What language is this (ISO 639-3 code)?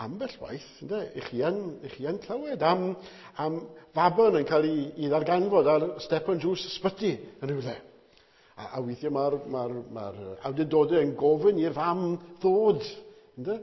cym